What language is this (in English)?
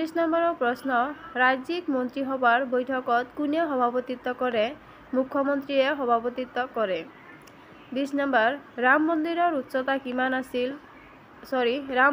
Assamese